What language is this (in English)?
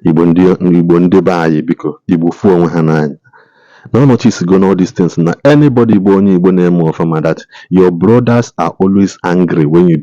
Igbo